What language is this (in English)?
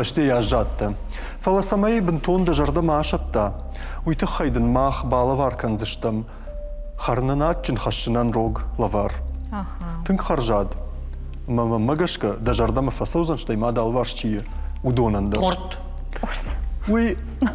Ossetic